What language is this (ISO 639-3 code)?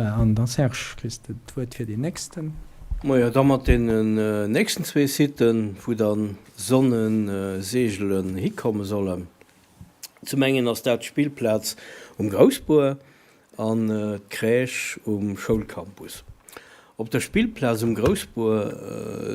ltz